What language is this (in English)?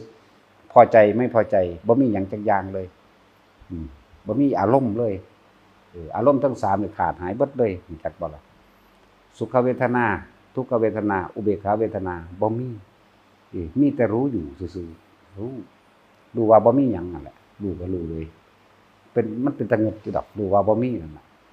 Northeastern Thai